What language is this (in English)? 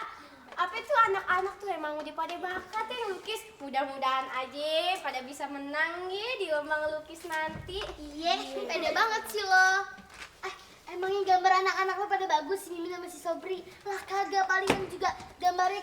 Betawi